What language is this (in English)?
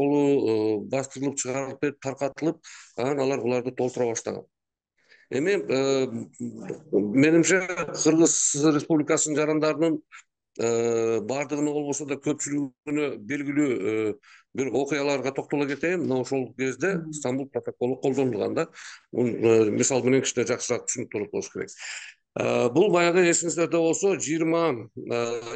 Kyrgyz